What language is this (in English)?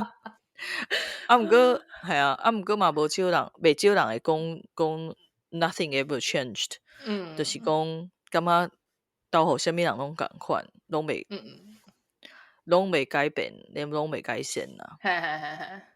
Min Nan Chinese